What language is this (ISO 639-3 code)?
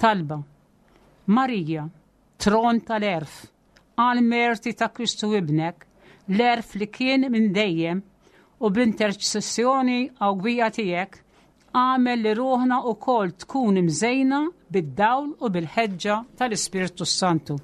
mlt